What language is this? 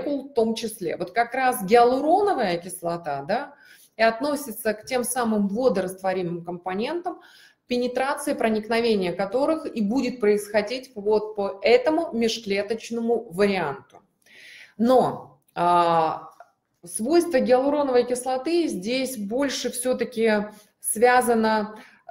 Russian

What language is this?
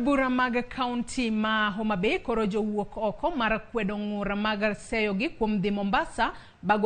Luo (Kenya and Tanzania)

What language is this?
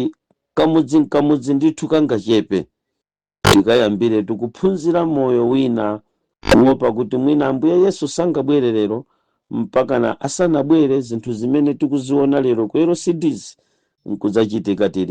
Nyanja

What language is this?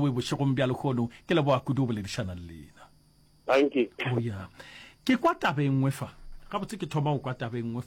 Northern Sotho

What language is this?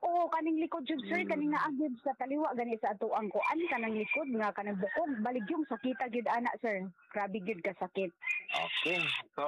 Cebuano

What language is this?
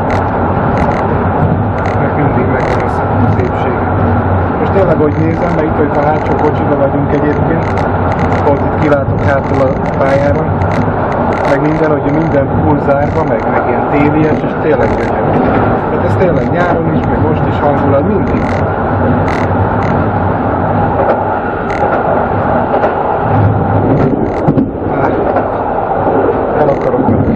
Hungarian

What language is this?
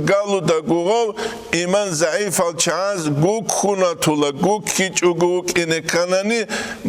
Avaric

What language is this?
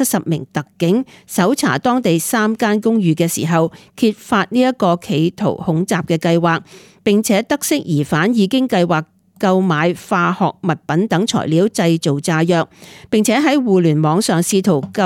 Cantonese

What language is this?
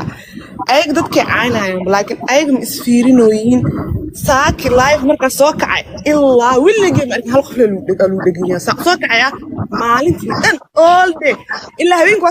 Somali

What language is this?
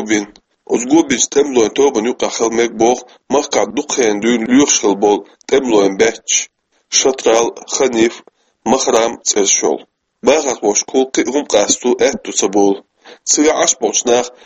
Chechen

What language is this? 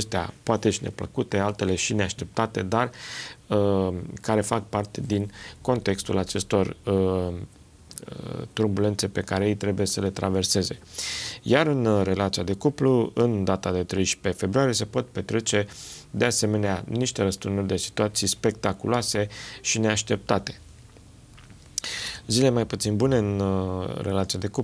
Romanian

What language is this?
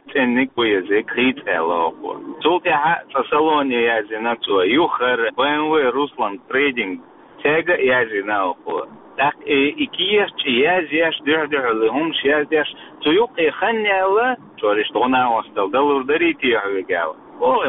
Chechen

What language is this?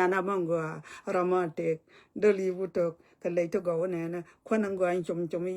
Nuer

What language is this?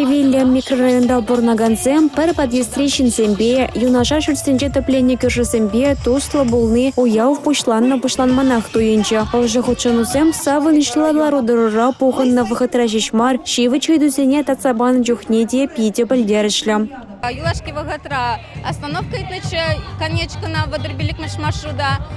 Chuvash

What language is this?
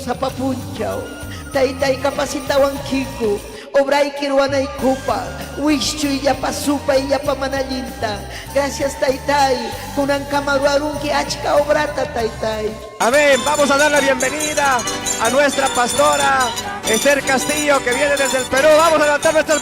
Ayacucho Quechua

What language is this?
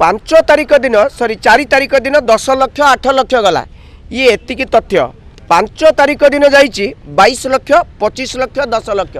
Odia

